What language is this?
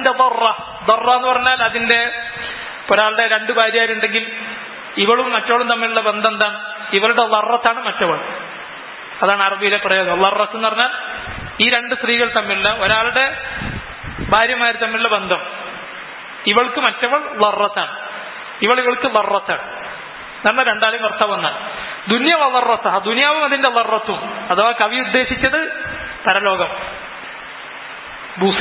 Malayalam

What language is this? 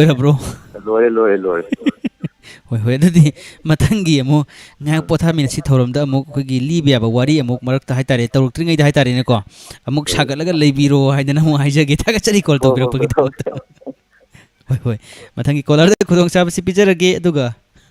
Manipuri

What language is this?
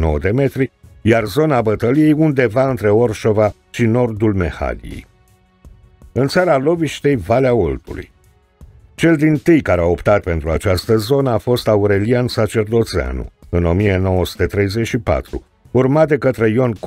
Romanian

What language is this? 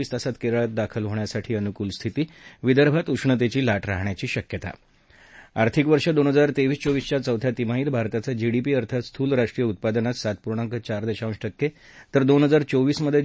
Marathi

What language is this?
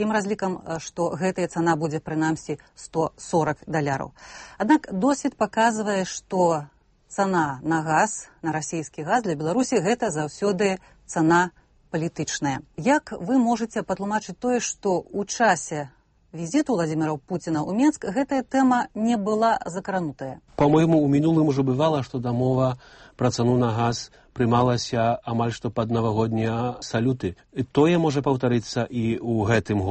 Belarusian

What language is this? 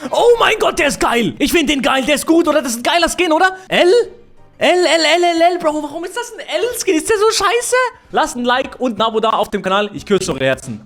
Swiss German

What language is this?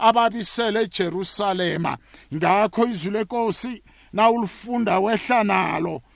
South Ndebele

